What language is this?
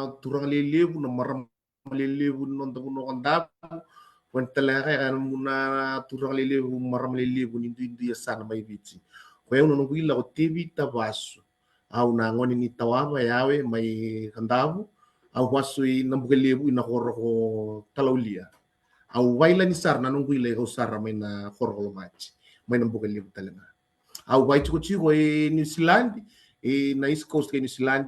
Fijian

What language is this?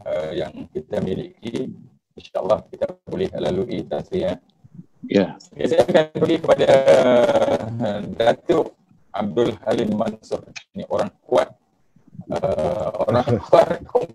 Malay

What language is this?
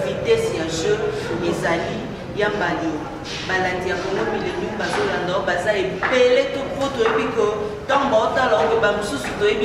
Lingala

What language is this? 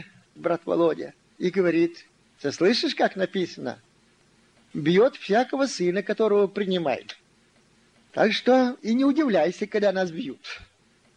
Russian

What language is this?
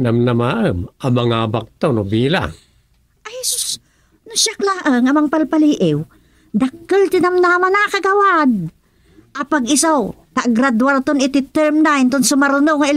Iloko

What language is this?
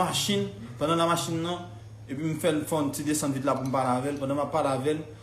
Haitian Creole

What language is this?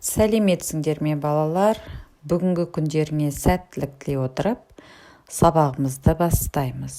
Kazakh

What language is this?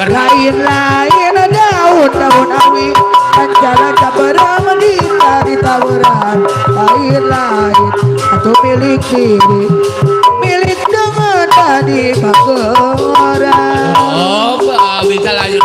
Betawi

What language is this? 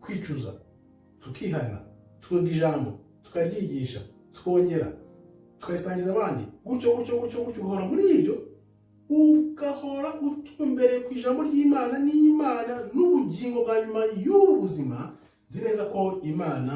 Kinyarwanda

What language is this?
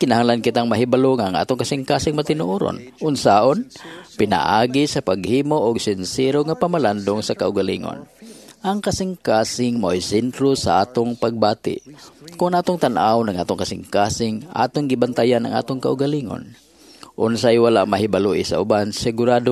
Cebuano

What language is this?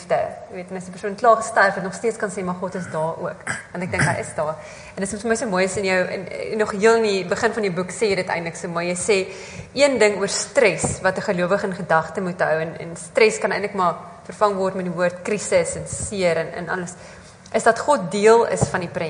Afrikaans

